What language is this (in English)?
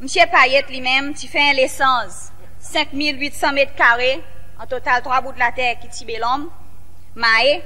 Seselwa Creole French